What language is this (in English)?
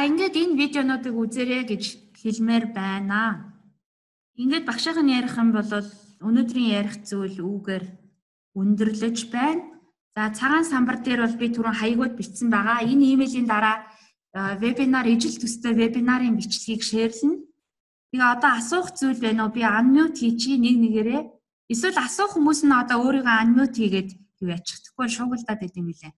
Mongolian